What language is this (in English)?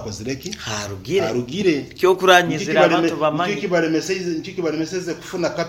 Nyankole